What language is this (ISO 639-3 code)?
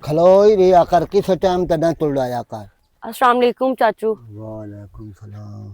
lah